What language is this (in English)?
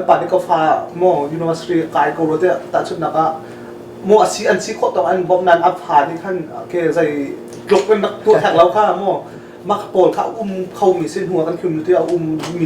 Hakha Chin